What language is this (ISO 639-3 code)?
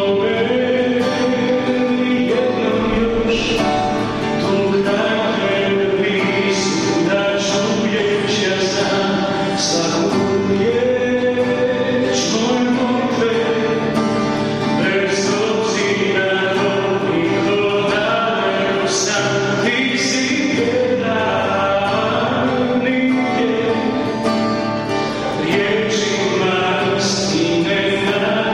hrv